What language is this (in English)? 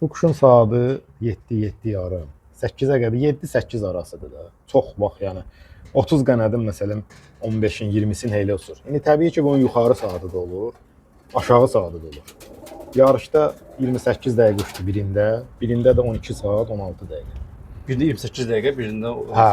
Azerbaijani